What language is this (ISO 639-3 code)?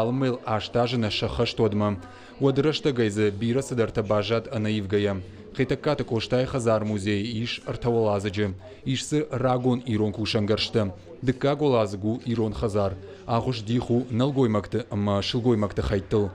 oss